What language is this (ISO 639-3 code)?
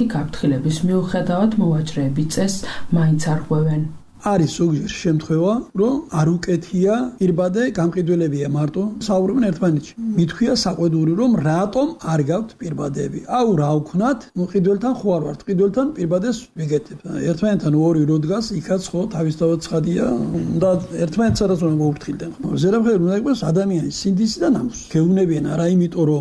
kat